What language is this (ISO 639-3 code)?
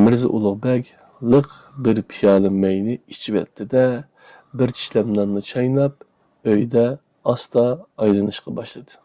uig